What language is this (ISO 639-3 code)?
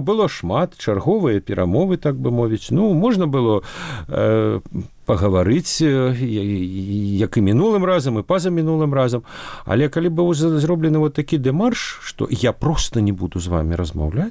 bel